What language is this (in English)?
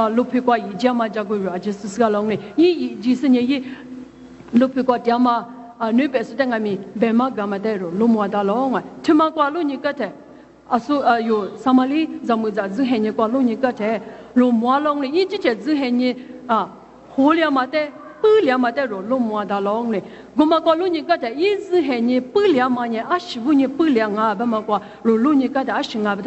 Lisu